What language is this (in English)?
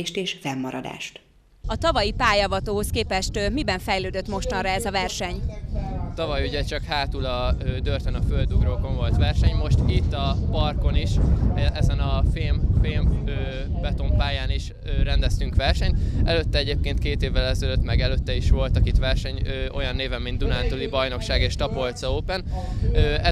Hungarian